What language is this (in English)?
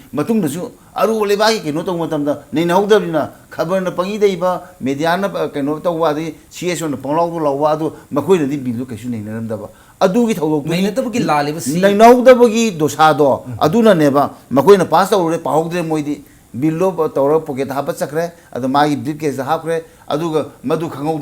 Manipuri